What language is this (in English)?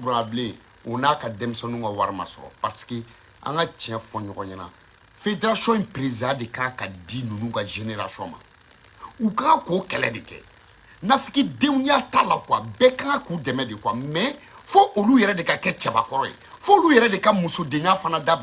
Bambara